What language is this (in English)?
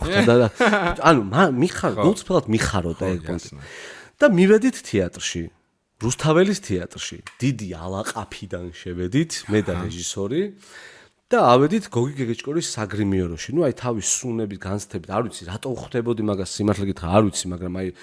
Georgian